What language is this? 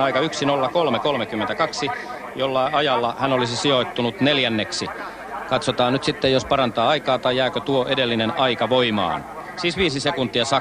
Finnish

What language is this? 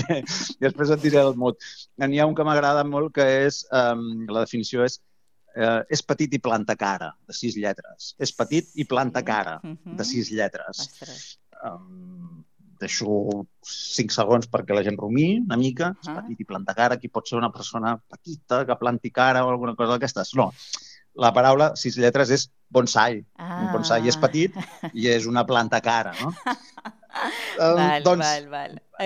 Catalan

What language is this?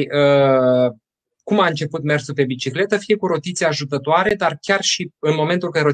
Romanian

